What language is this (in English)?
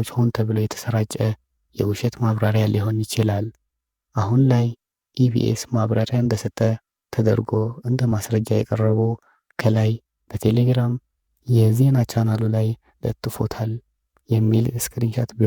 Amharic